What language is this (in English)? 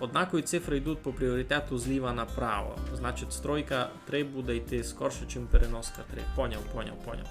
Rusyn